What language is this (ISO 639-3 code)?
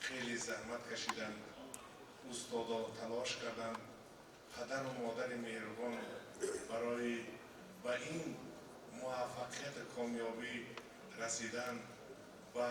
tgk